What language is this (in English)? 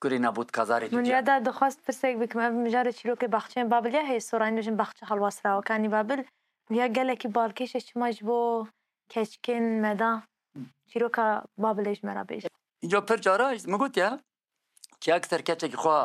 Kurdish